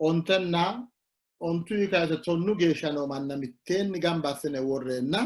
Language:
Sidamo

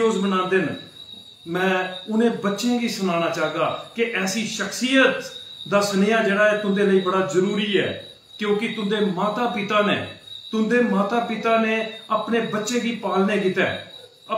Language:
Dogri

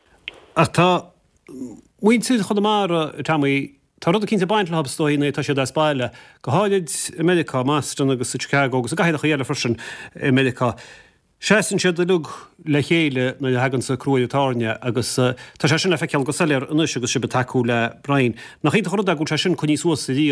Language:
Irish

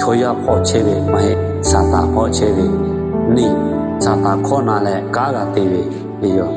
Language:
Lahu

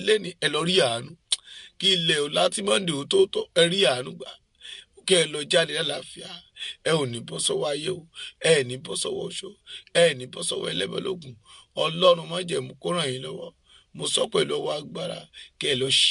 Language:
Yoruba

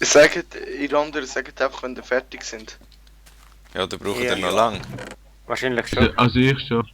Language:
Swiss German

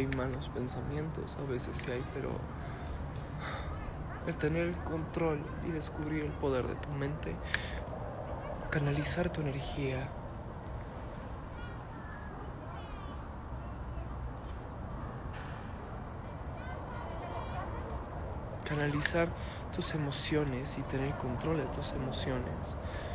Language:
Spanish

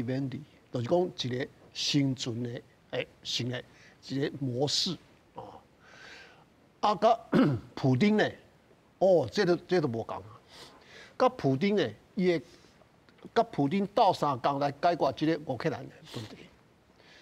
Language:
Min Nan Chinese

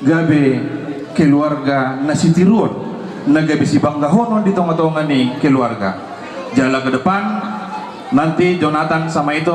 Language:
Batak Toba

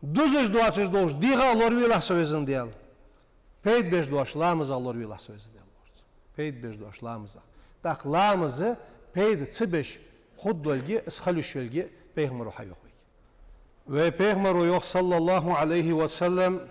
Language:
Ingush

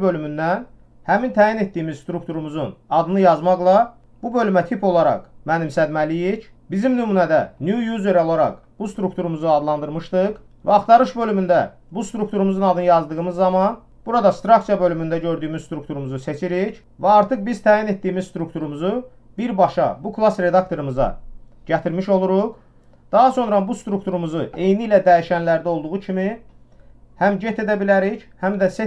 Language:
Azerbaijani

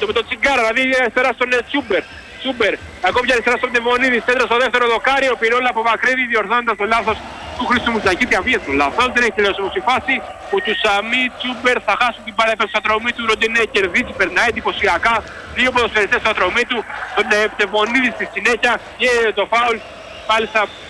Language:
Greek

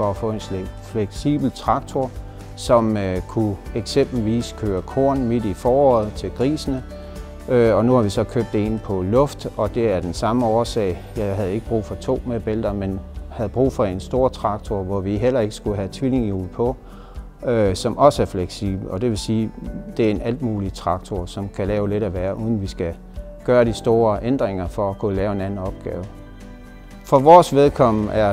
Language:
Danish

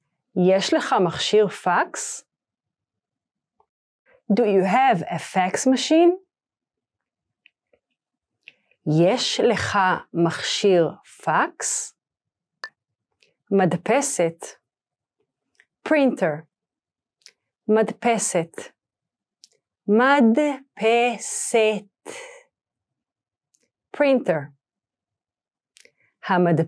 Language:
Hebrew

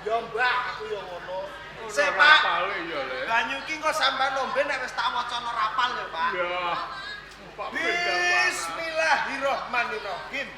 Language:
Javanese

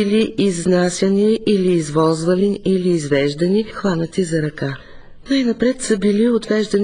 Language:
Bulgarian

